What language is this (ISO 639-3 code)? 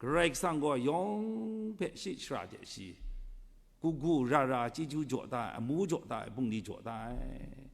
kac